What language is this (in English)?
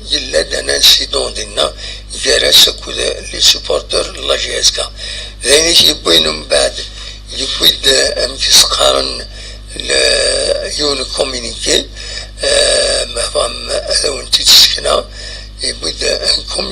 Kabyle